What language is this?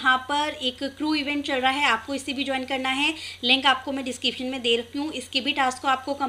Hindi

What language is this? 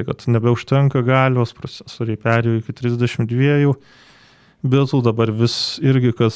Lithuanian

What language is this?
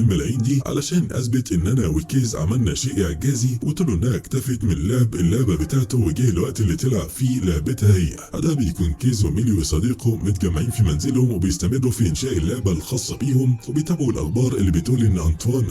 Egyptian Arabic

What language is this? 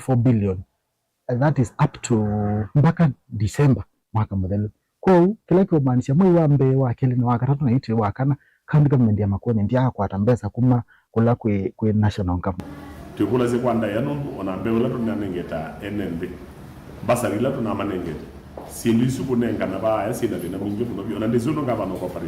Kamba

